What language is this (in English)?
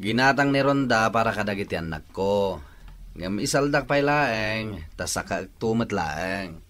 Iloko